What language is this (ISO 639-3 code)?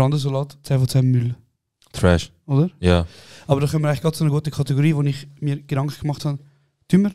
gsw